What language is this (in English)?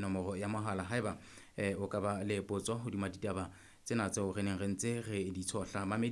Southern Sotho